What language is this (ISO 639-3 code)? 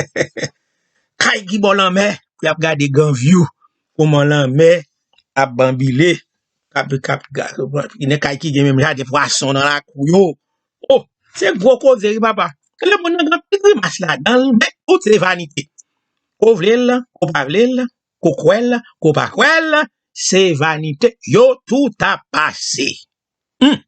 hat